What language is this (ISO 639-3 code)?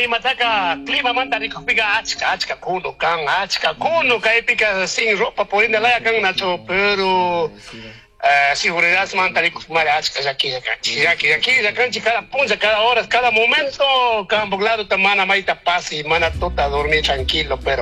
qug